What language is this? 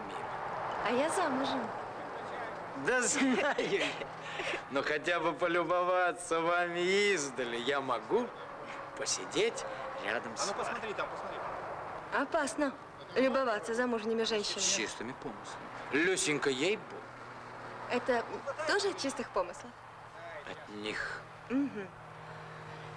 Russian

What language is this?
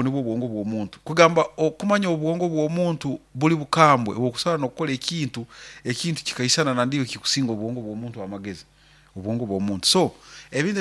Nyoro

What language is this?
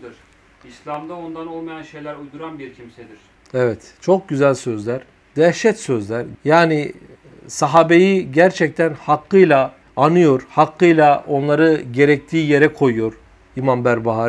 Turkish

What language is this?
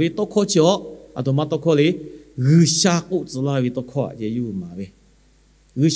Lahu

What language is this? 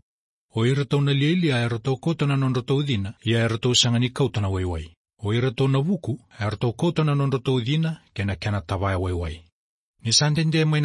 Fijian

